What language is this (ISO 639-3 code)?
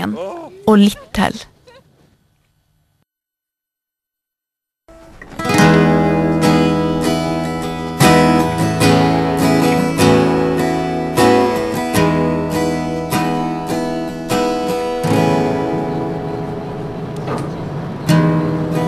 nor